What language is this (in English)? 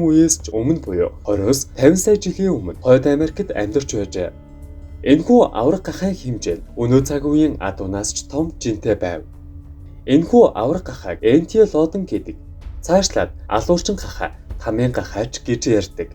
Mongolian